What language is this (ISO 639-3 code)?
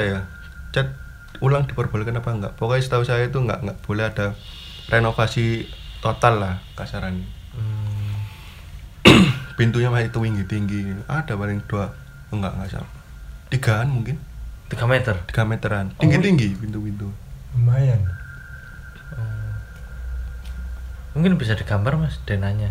ind